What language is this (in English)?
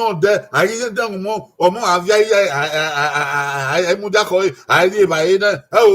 Bini